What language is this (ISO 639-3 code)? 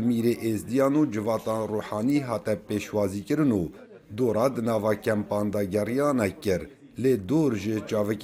kur